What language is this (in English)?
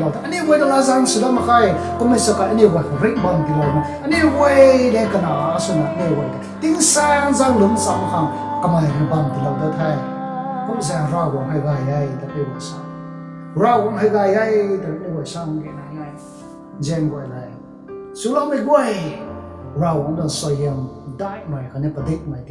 Rongmei Naga